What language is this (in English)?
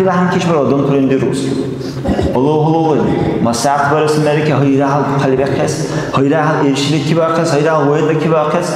Dargwa